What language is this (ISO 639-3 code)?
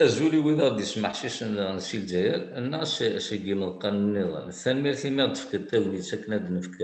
kab